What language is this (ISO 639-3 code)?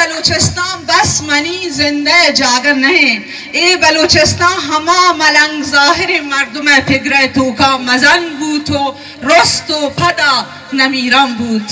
bal